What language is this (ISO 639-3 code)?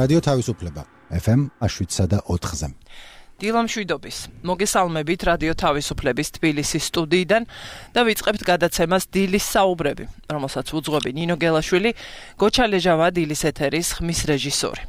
kat